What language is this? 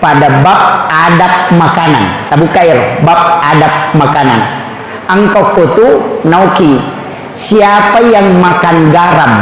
Buginese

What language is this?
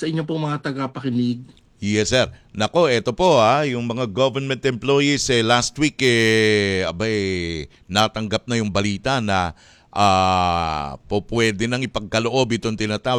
Filipino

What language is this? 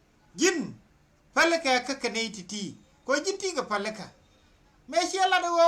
Nuer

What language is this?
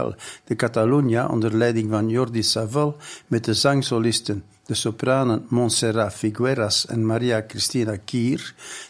Dutch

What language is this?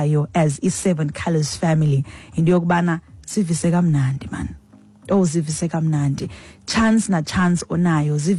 Xhosa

